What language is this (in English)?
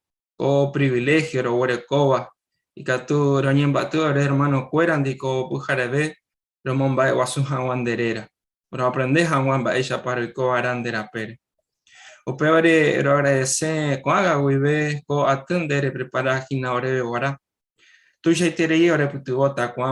Guarani